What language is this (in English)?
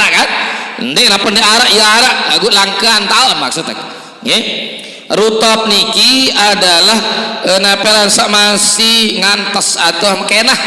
Sasak